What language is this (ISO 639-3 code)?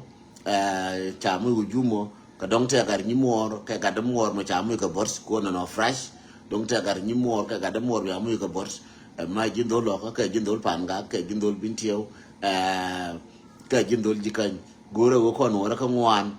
nus